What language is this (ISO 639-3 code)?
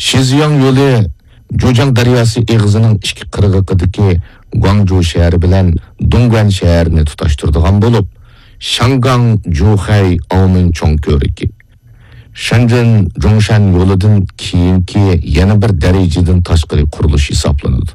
uig